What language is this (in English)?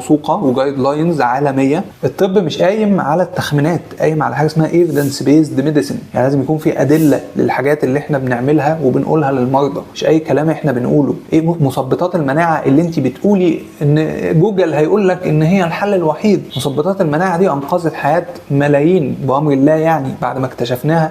Egyptian Arabic